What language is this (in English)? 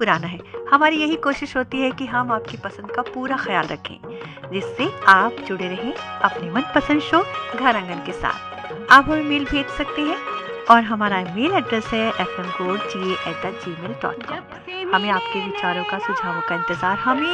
Hindi